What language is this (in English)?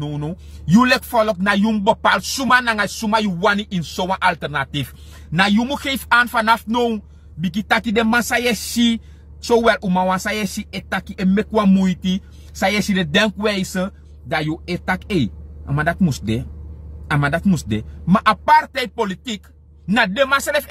Sranan Tongo